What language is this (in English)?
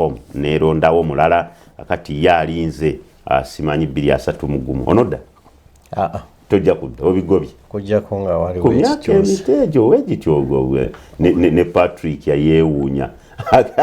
Ganda